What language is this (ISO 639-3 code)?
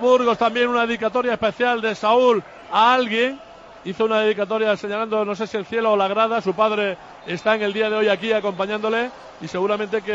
spa